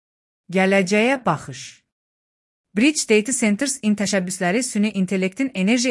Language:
Azerbaijani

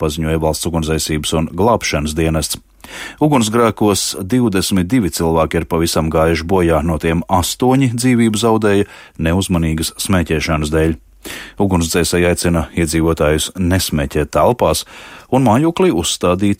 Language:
Latvian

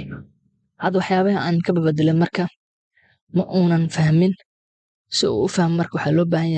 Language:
Somali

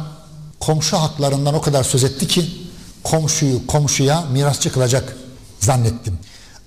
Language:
Turkish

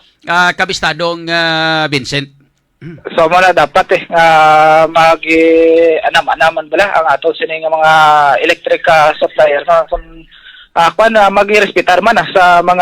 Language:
Hiligaynon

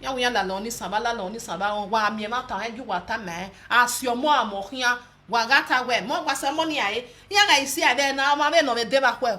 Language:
Nigerian Pidgin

